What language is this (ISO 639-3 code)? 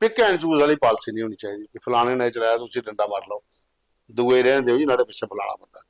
doi